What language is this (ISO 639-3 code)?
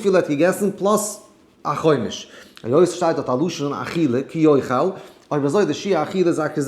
yid